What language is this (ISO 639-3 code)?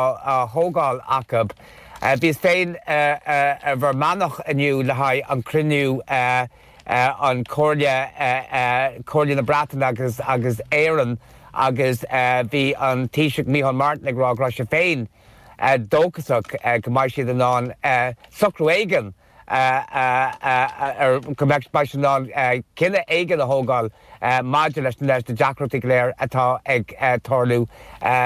gle